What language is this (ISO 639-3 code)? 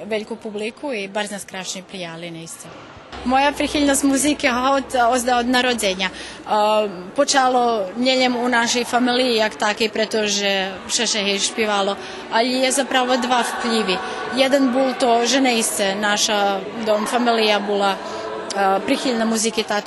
rue